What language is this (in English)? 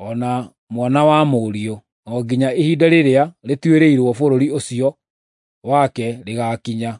Kikuyu